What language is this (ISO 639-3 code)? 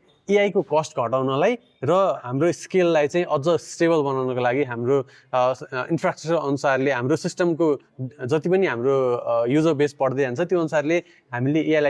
nep